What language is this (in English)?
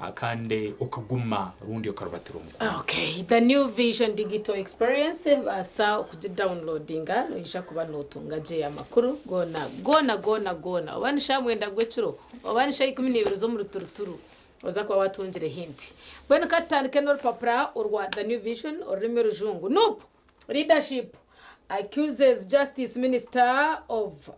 Nyankole